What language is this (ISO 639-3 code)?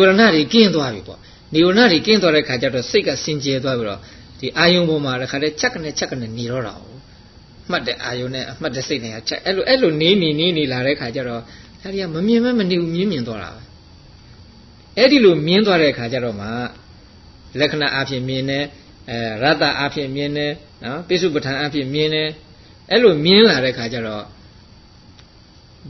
mya